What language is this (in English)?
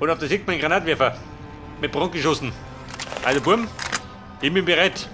Bavarian